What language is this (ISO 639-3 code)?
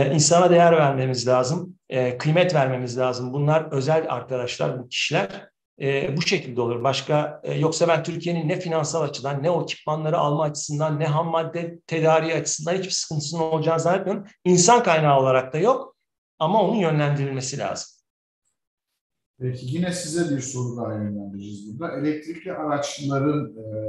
tur